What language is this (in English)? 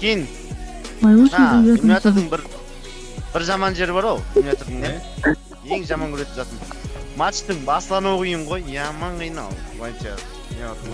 Kara-Kalpak